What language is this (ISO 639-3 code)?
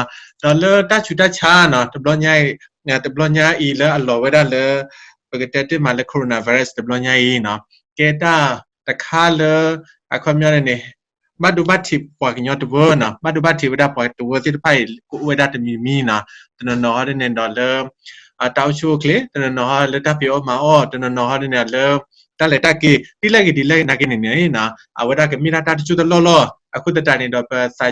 ksw